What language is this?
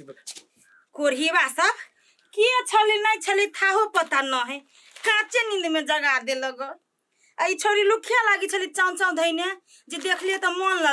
Maithili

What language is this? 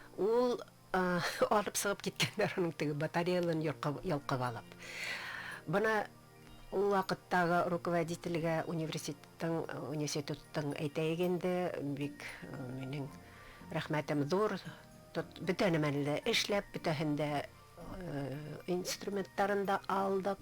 Bashkir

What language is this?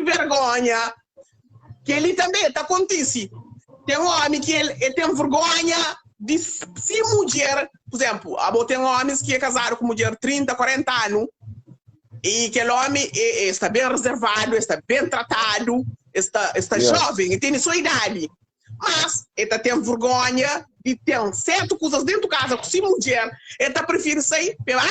Kabuverdianu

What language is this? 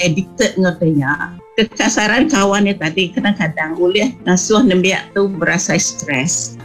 Iban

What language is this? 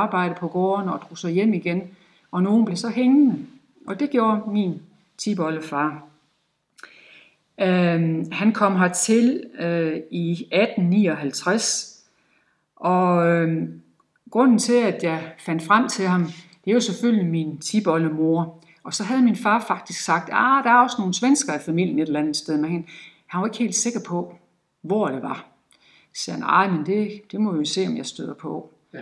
Danish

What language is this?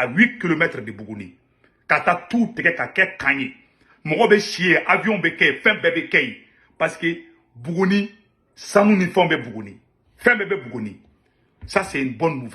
Bambara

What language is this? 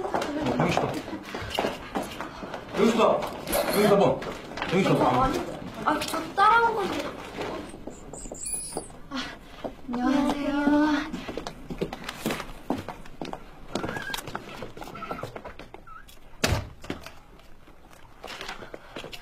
Korean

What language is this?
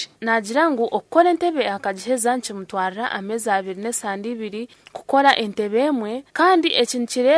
Nyankole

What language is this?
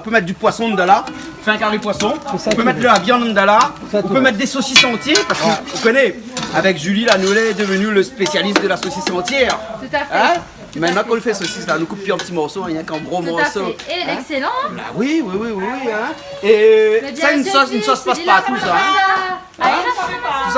Réunion Creole French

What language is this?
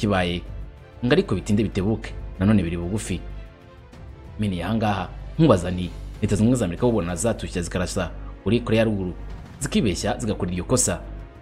Kinyarwanda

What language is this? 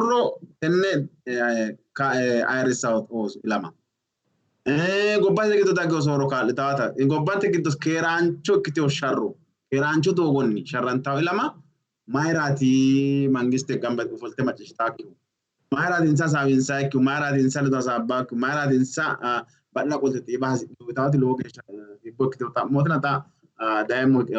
Sidamo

